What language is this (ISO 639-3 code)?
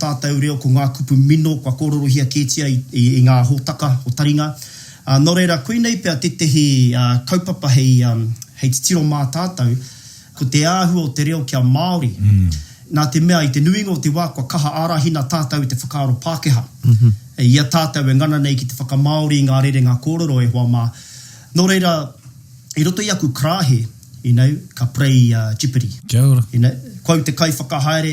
mri